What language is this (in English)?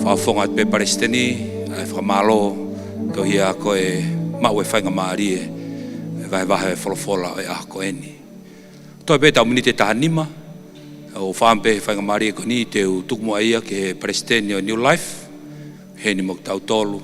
Tongan